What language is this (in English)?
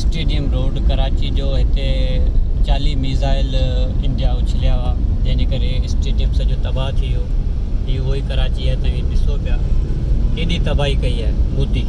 Sindhi